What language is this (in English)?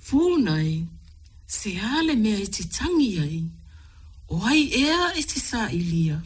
Samoan